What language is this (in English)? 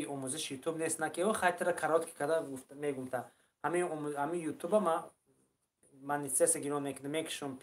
Tajik